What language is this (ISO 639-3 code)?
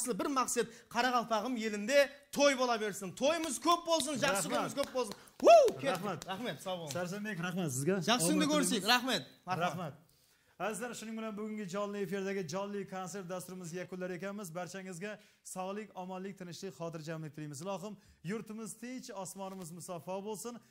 kaa